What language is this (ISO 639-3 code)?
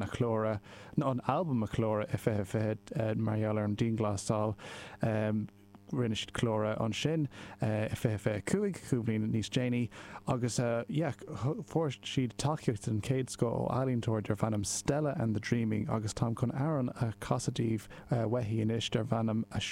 gle